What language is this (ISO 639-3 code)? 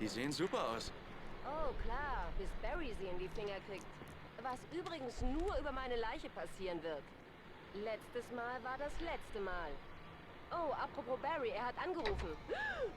gsw